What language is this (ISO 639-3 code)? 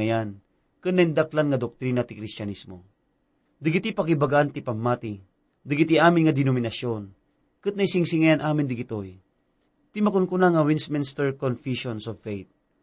ilo